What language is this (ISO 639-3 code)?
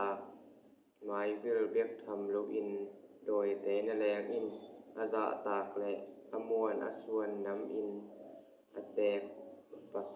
ctd